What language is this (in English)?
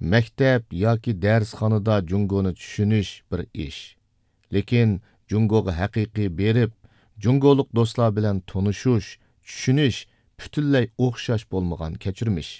Uyghur